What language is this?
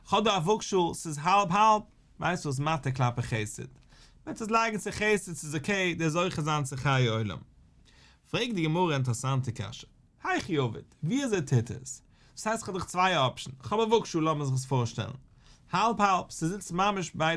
Yiddish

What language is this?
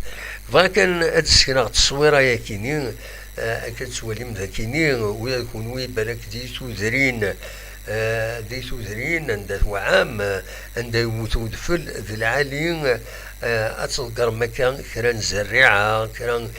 Kabyle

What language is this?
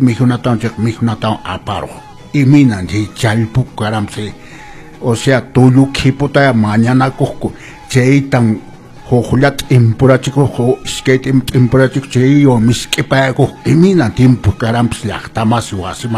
Quechua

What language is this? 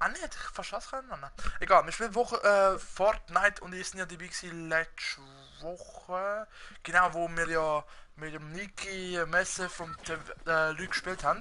Swiss German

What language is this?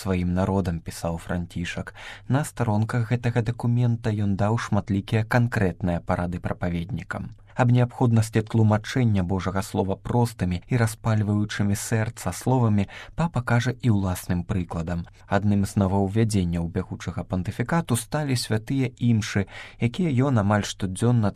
Belarusian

